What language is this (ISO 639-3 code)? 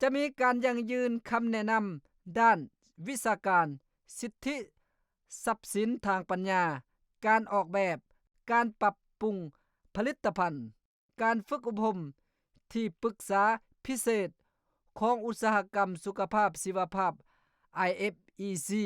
lao